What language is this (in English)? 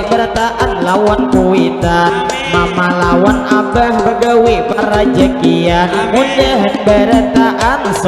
Banjar